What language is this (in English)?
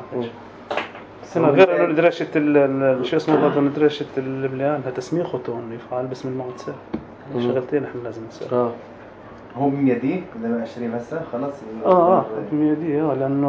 North Levantine Arabic